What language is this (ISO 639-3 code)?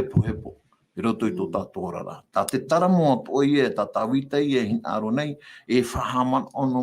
tah